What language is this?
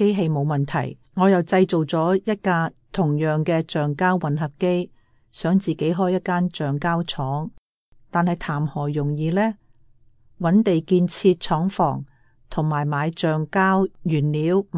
Cantonese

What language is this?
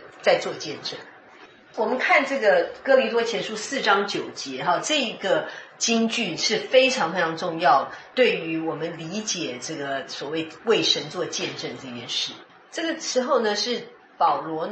Chinese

